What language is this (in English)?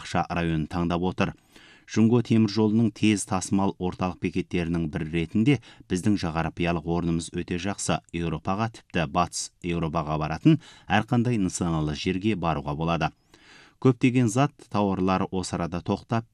Kazakh